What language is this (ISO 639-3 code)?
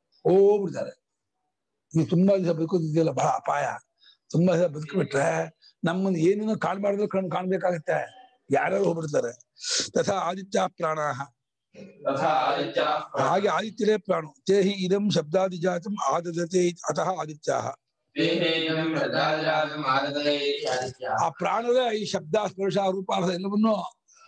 kan